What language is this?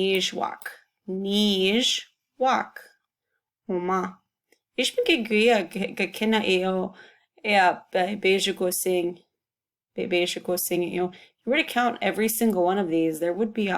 Chippewa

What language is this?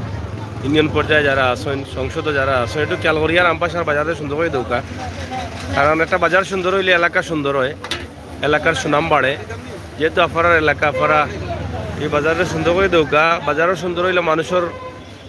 Sylheti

